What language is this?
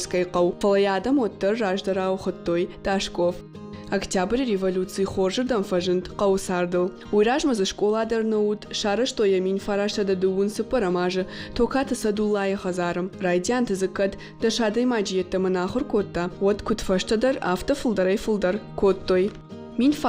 Ossetic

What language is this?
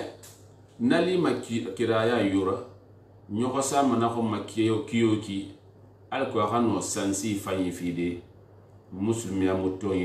Susu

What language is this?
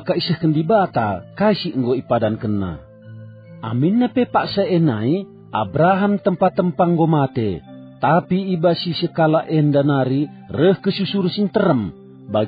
Batak Karo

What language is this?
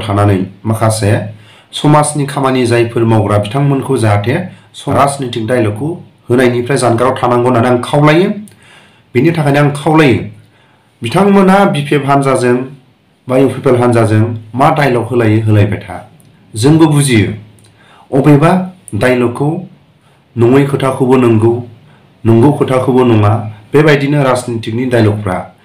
Bodo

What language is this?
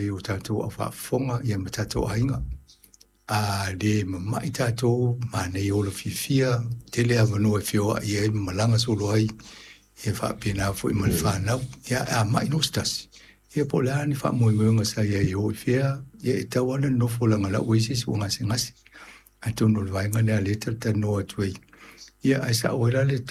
Samoan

